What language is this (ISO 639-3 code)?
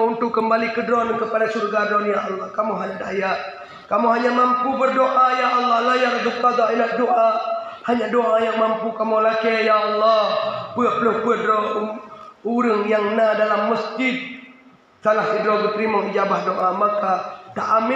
ace